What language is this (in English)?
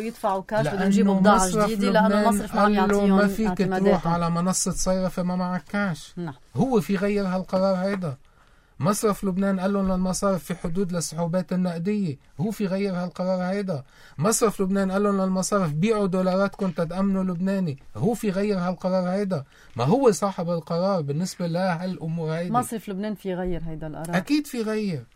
North Levantine Arabic